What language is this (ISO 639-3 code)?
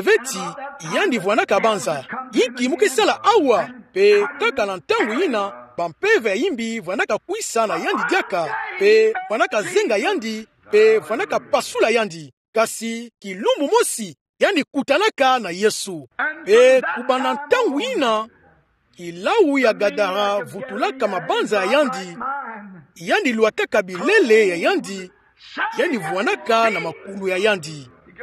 ktu